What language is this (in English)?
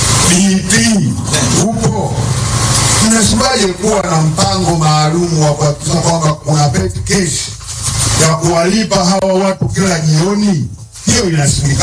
Swahili